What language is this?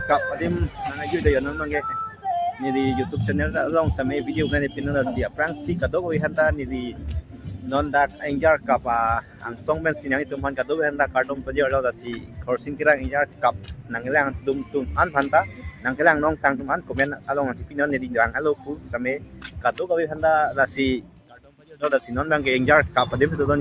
Karbi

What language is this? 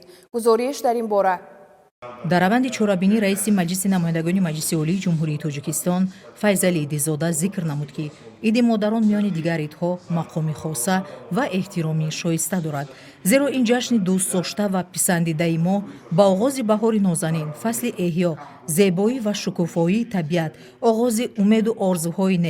Tajik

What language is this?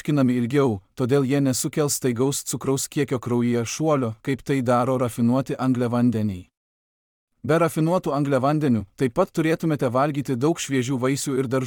Lithuanian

